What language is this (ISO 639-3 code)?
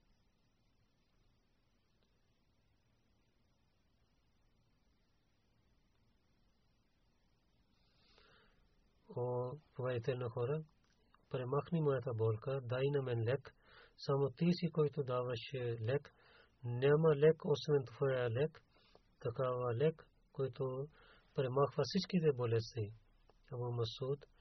bul